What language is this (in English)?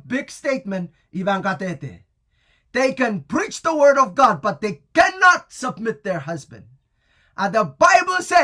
Pohnpeian